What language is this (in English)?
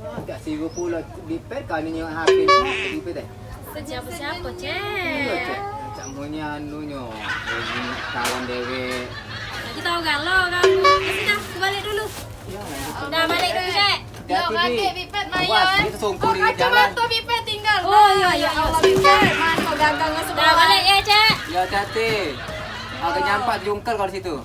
Musi